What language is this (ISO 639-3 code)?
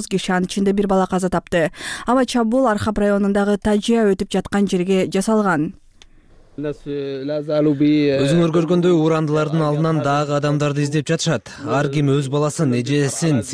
kir